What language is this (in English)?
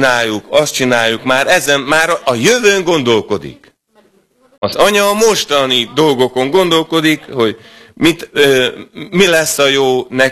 Hungarian